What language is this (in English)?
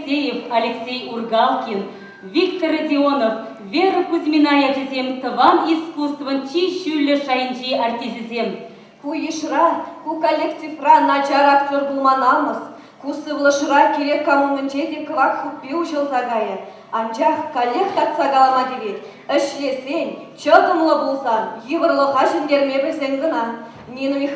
Chuvash